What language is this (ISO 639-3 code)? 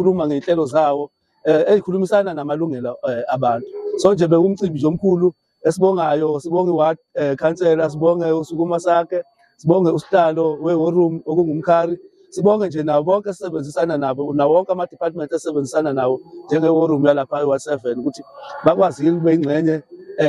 zul